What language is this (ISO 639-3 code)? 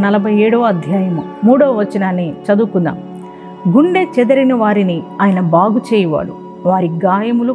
tel